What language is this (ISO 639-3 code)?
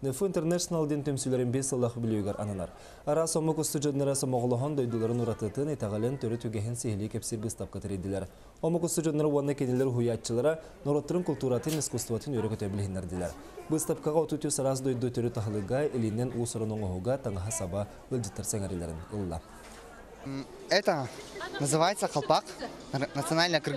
tat